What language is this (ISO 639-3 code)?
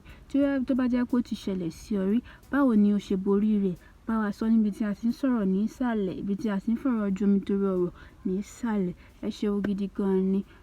yor